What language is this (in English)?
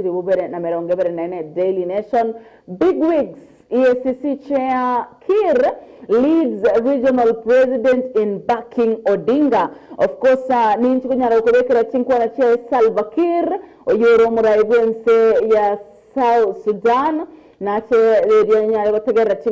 Gusii